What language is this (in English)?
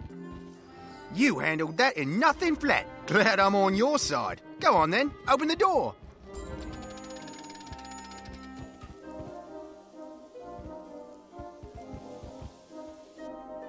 English